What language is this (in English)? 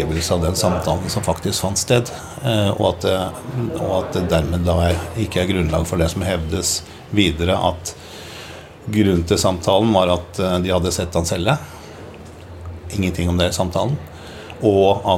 Norwegian